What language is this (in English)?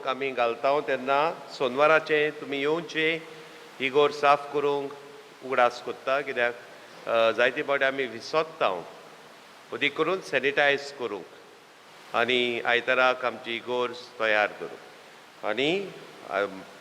Konkani